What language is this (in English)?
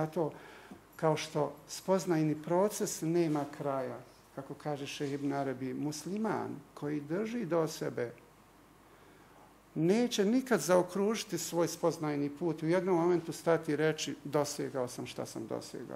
Bosnian